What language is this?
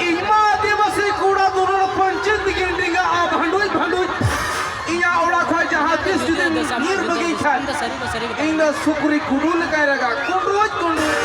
Santali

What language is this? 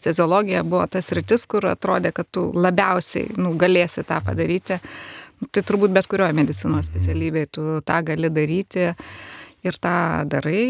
Lithuanian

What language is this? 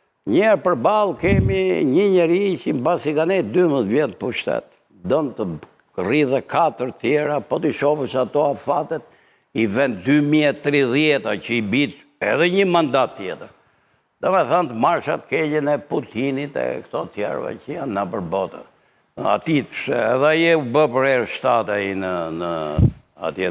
Albanian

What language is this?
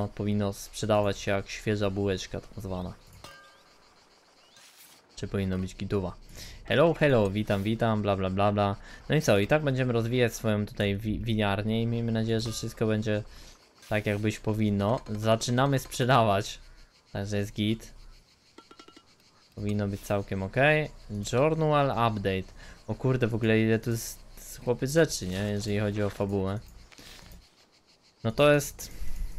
Polish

